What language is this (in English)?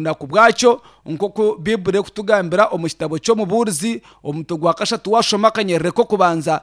Nyankole